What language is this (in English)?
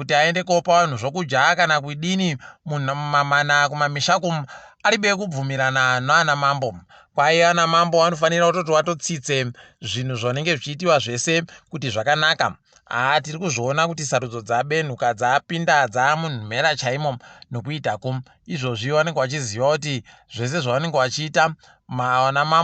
Ndau